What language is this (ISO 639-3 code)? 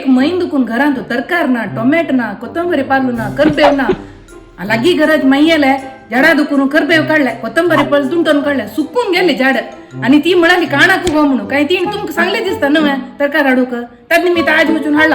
kok